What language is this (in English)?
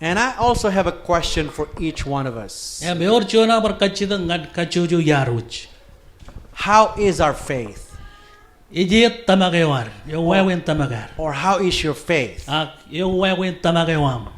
Marshallese